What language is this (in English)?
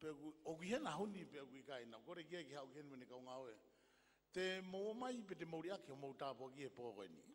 Tongan